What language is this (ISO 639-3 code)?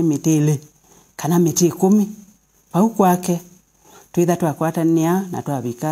kam